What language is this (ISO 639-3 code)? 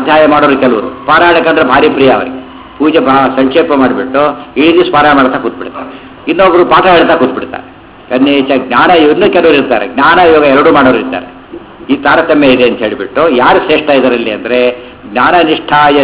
kan